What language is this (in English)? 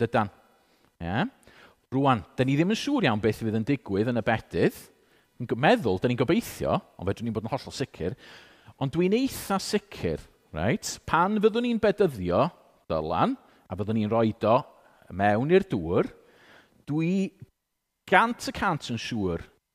Welsh